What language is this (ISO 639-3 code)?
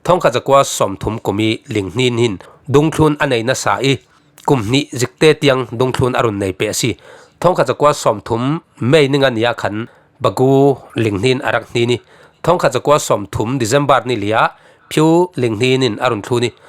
cfm